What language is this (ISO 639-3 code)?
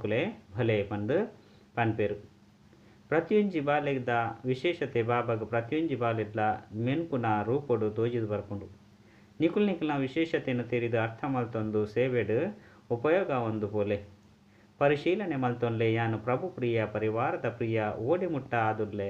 tcy